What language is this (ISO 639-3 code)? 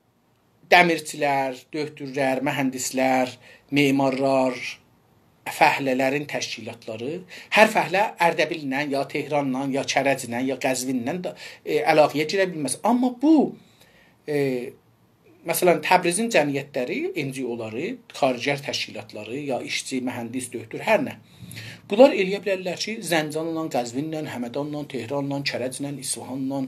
azb